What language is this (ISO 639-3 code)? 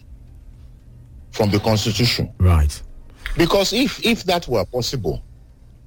eng